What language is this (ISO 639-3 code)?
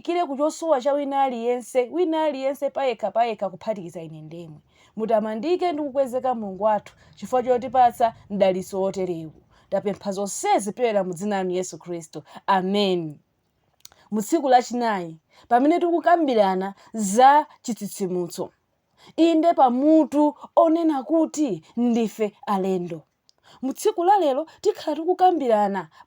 nya